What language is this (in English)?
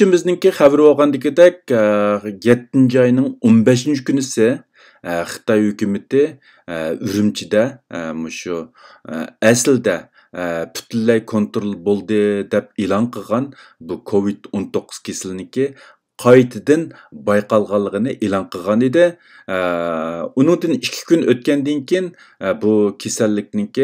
Uyghur